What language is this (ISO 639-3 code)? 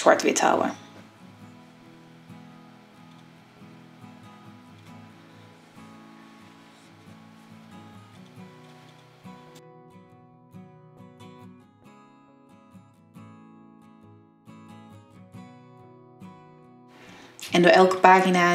nld